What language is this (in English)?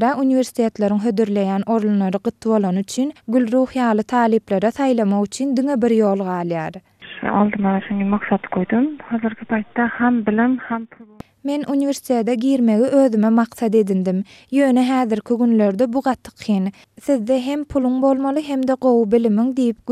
Turkmen